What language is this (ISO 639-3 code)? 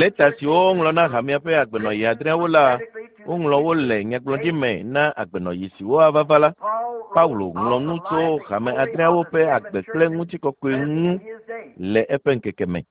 ewe